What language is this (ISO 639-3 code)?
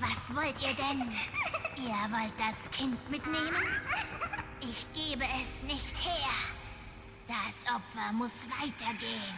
gsw